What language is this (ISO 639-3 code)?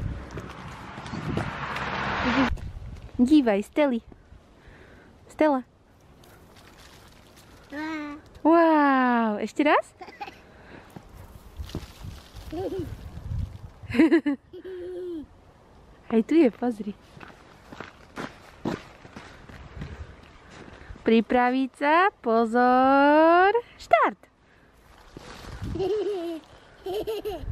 slk